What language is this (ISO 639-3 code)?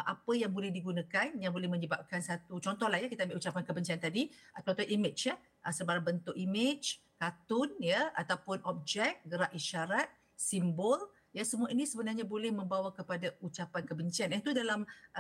msa